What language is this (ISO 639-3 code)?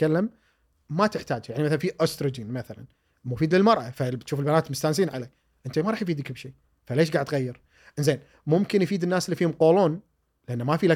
afb